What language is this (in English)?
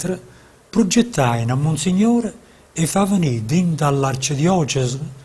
Neapolitan